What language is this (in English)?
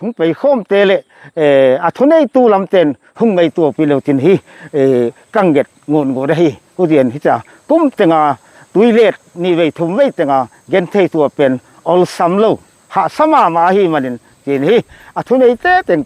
Paite Chin